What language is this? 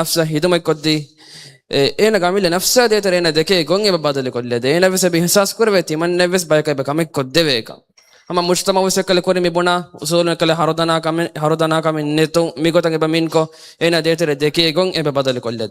Divehi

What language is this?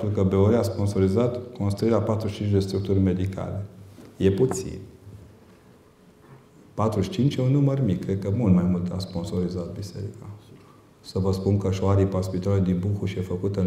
Romanian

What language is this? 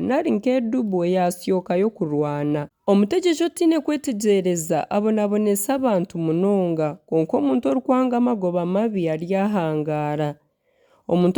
Nyankole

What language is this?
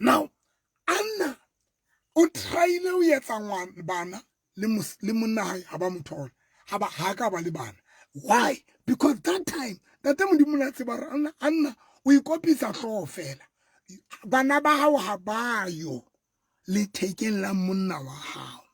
Southern Sotho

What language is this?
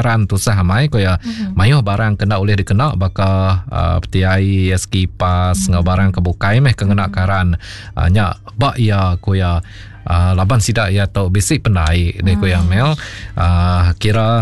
Iban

